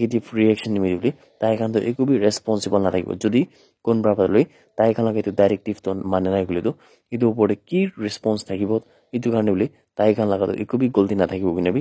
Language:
Naga Pidgin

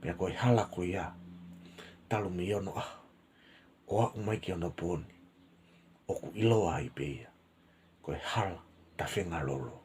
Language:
Tongan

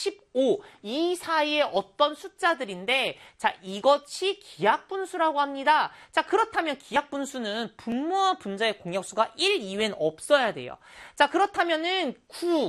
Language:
Korean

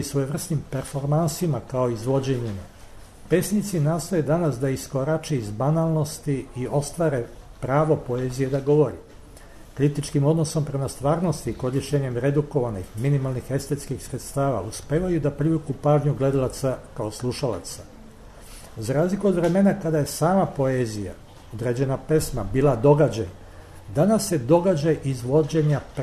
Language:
Serbian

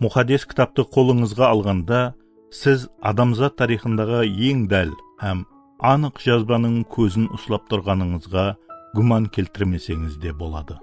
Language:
Kara-Kalpak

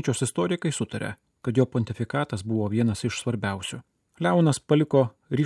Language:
Lithuanian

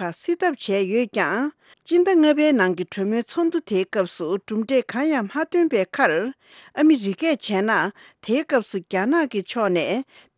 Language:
Tibetan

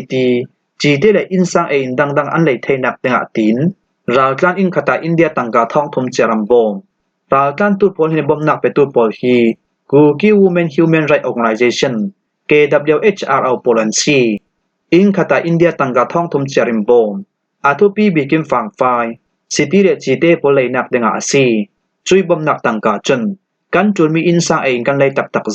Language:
Falam Chin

